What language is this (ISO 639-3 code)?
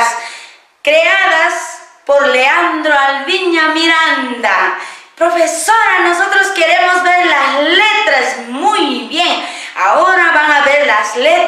que